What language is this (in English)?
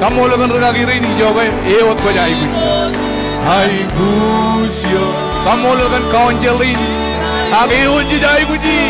Marshallese